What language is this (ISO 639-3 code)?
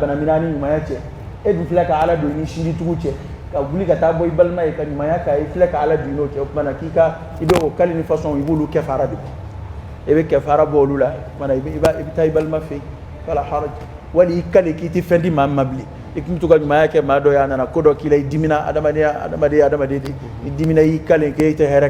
dyu